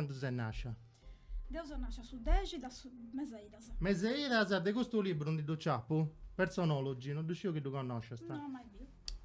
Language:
Sardinian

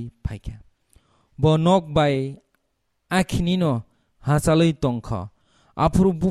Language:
Kok Borok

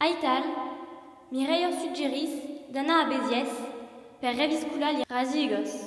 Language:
Occitan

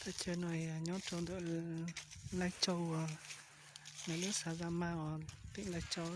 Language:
Hmong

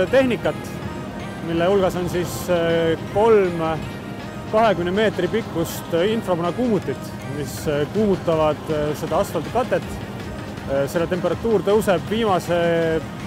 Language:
Estonian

